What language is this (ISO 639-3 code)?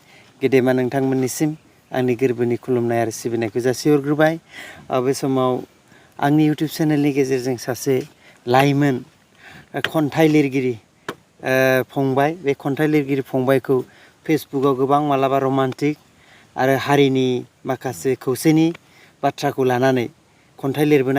brx